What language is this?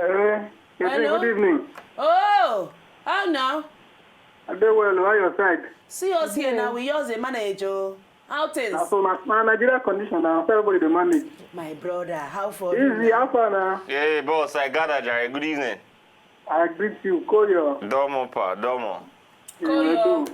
Nigerian Pidgin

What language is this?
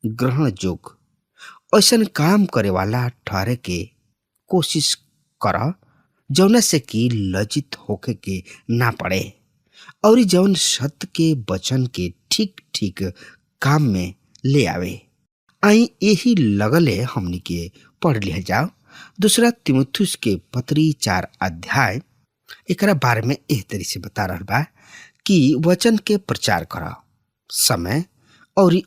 Bhojpuri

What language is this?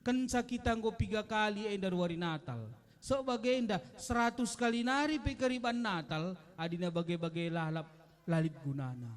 Batak Karo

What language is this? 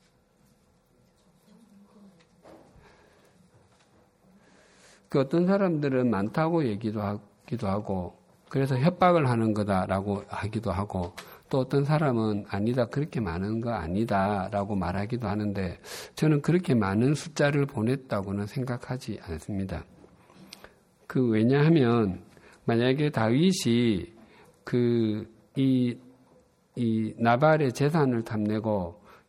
Korean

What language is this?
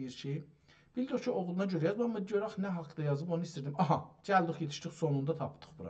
South Azerbaijani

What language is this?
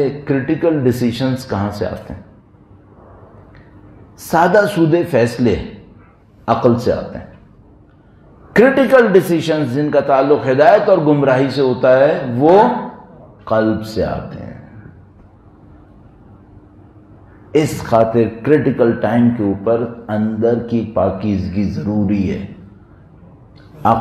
Urdu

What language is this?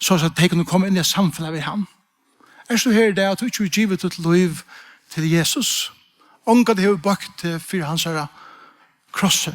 Faroese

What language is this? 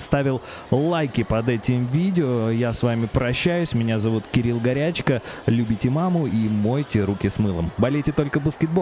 Russian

